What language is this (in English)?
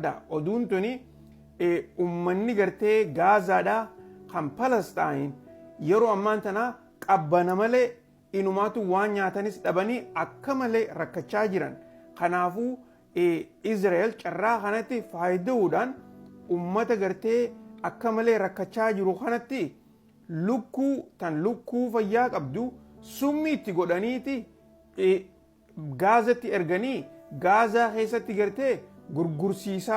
Oromo